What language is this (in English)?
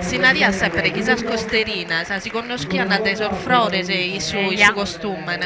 Sardinian